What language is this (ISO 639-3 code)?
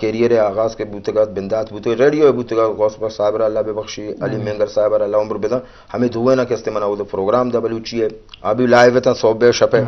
bgp